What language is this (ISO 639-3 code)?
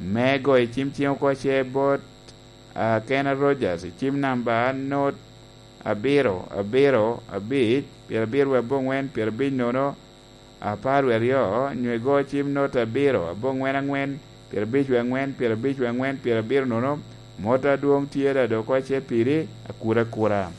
laj